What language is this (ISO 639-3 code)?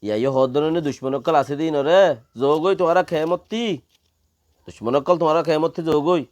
rhg